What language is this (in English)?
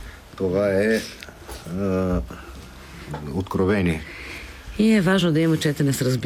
Bulgarian